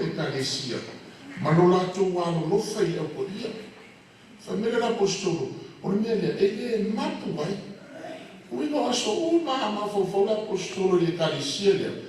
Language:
Samoan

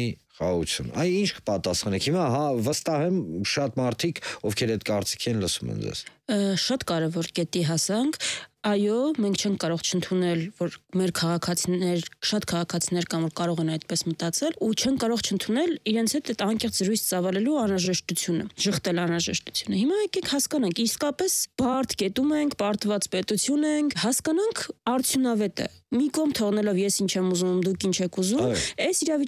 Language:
Armenian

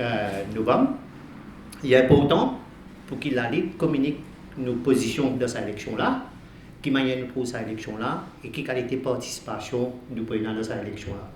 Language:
Morisyen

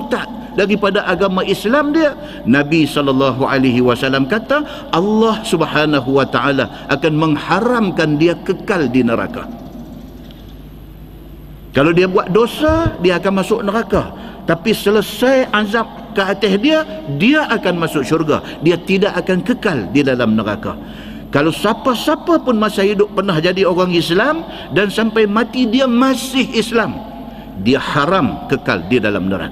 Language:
Malay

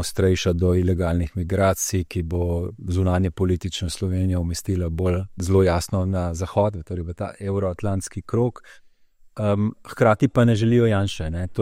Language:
Slovenian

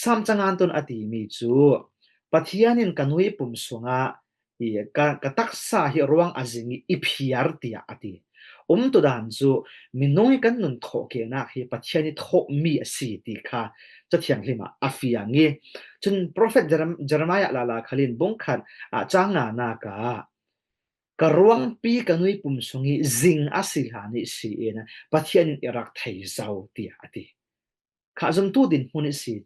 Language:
Falam Chin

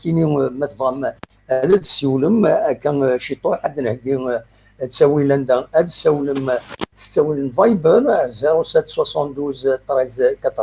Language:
Kabyle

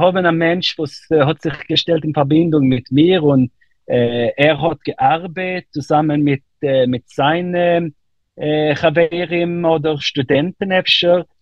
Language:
Yiddish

